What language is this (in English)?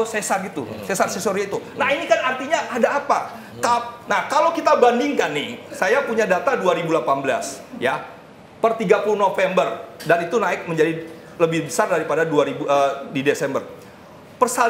Indonesian